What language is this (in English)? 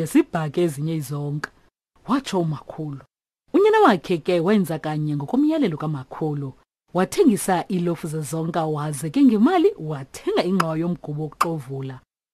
Xhosa